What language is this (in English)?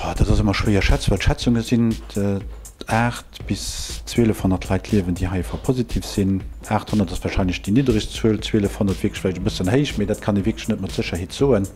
Luxembourgish